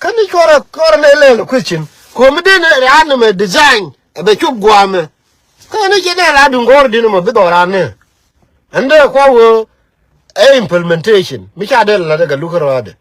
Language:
Nuer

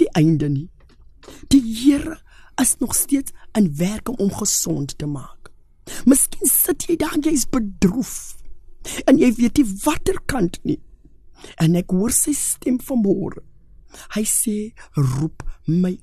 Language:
Afrikaans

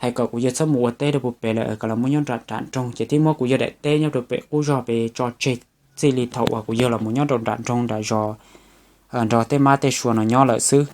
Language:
Hmong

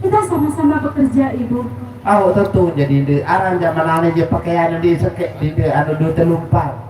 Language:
Sasak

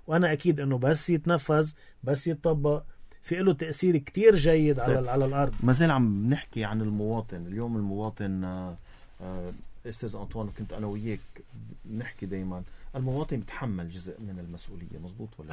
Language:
North Levantine Arabic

